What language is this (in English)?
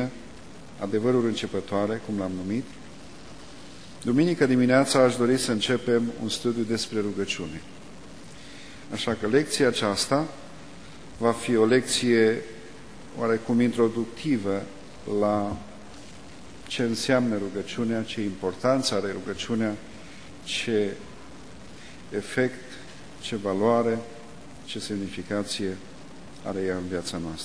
Romanian